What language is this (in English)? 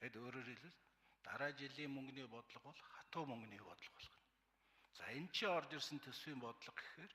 Mongolian